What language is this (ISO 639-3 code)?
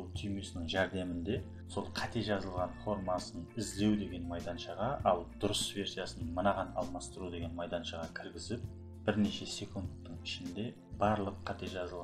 kaa